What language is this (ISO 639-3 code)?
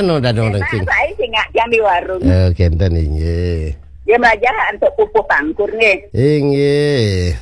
ban